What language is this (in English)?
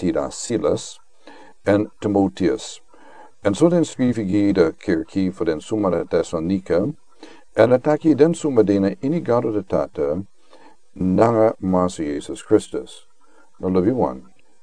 Sranan Tongo